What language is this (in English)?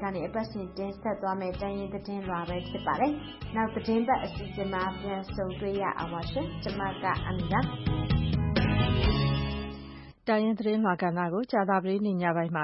Burmese